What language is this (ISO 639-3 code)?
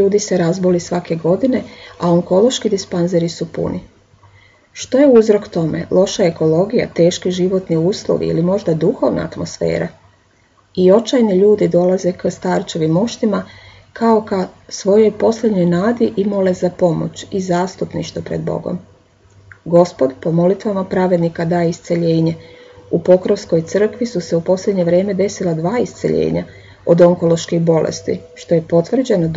srp